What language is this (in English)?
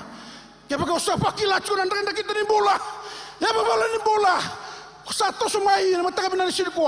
Fijian